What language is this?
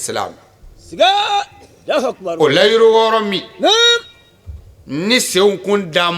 Bambara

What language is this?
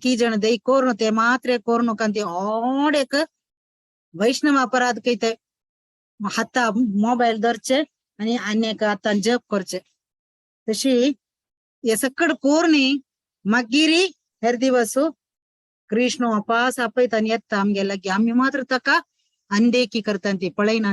Konkani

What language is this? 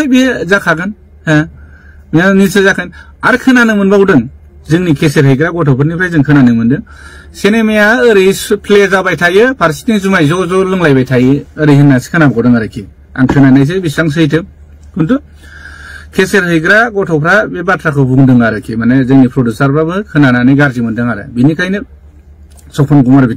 Bodo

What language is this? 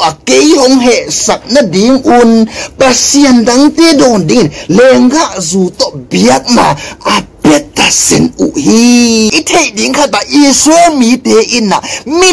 Tedim Chin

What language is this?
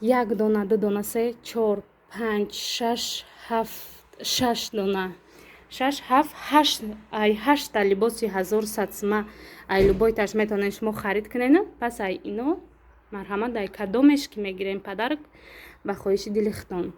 Tajik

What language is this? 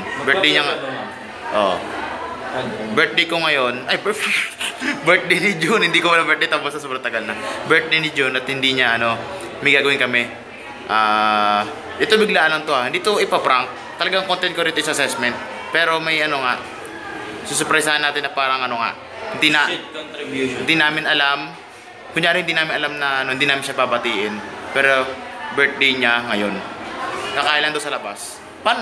Filipino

